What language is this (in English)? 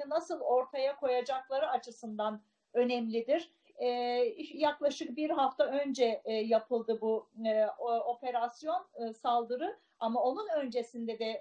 Turkish